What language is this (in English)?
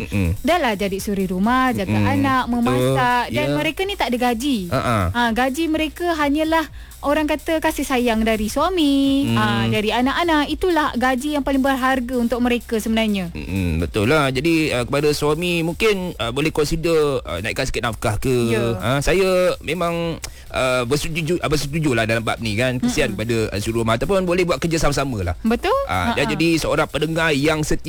Malay